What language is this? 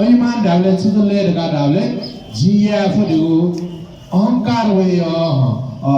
Newari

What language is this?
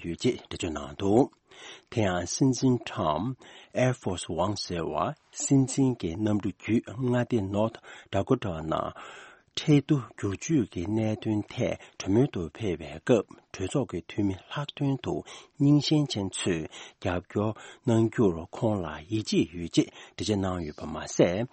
Tibetan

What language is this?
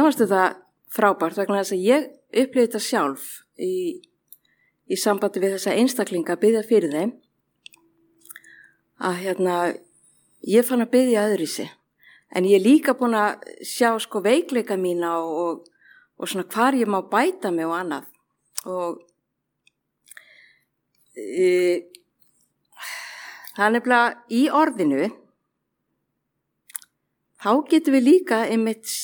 Icelandic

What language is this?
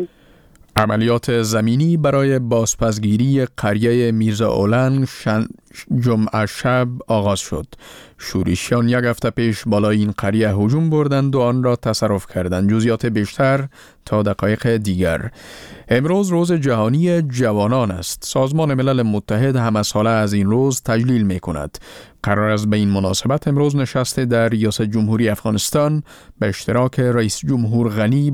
Persian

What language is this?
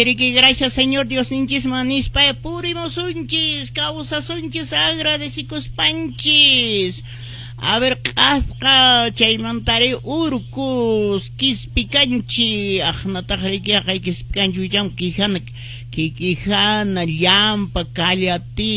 Quechua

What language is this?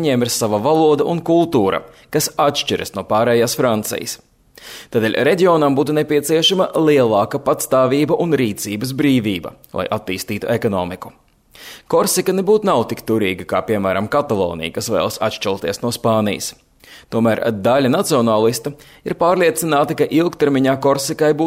Latvian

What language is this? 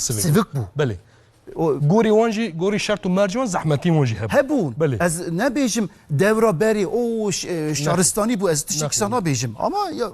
Kurdish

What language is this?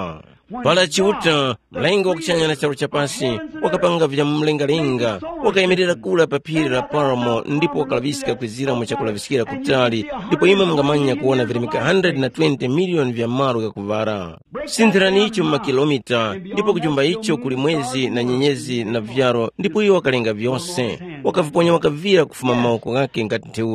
Tumbuka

